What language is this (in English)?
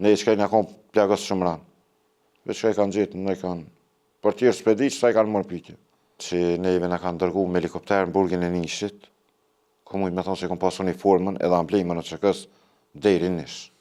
Albanian